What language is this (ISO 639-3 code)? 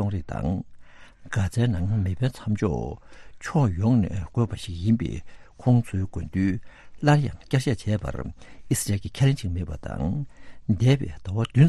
bod